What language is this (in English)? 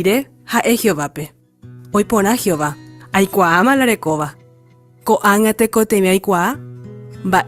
Guarani